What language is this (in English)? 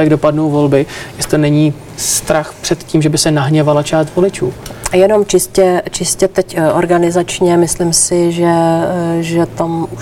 Czech